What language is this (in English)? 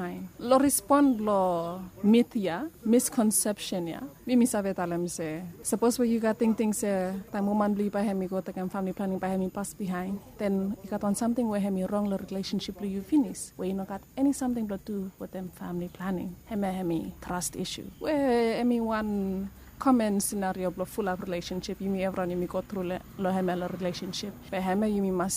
Bislama